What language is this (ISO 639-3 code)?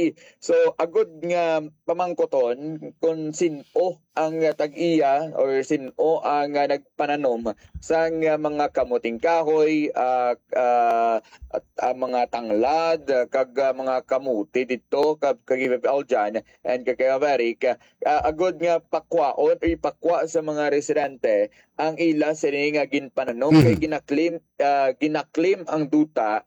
hil